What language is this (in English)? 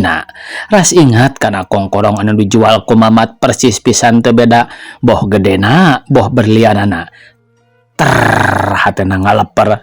Sundanese